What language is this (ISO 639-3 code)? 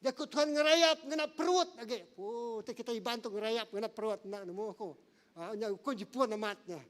iba